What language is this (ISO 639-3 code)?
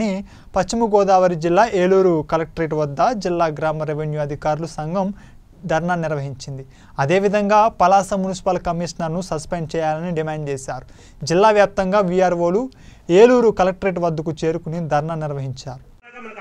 tel